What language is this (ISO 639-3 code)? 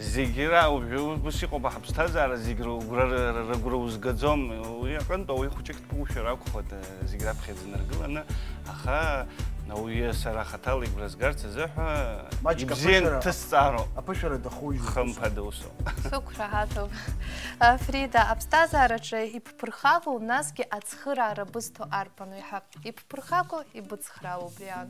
abk